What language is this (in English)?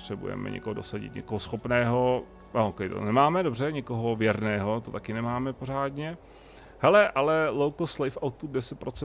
Czech